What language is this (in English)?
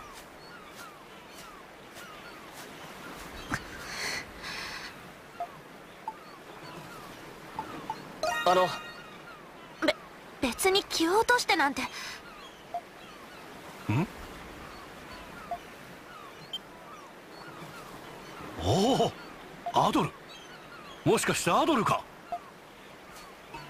Japanese